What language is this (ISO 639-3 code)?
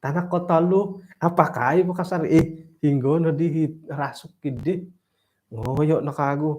dtp